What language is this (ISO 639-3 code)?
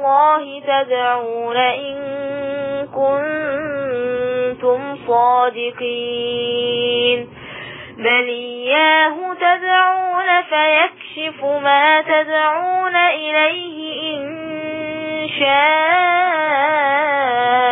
ara